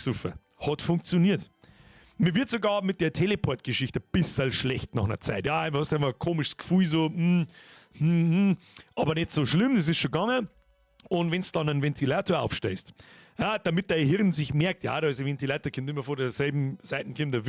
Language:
Bavarian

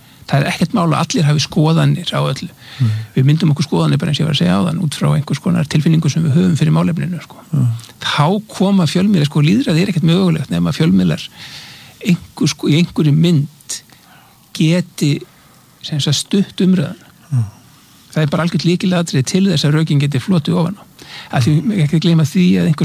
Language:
Icelandic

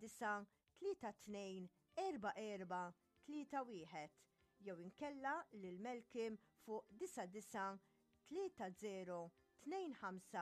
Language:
Maltese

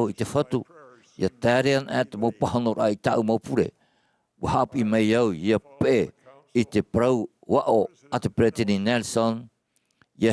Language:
Tahitian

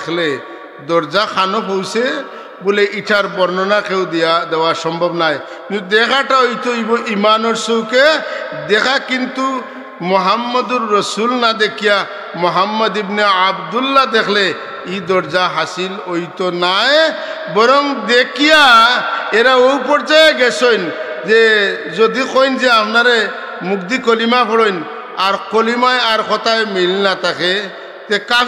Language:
Sylheti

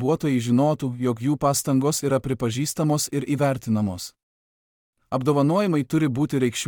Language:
Lithuanian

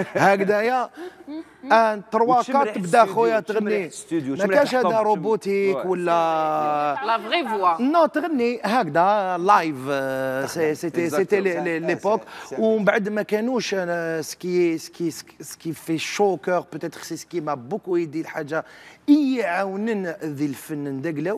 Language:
Algerian Arabic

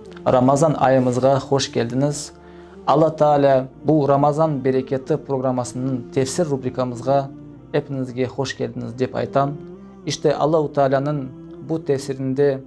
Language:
Crimean Tatar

